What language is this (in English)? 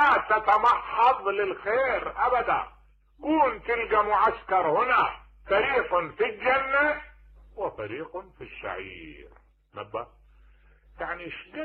Mesopotamian Arabic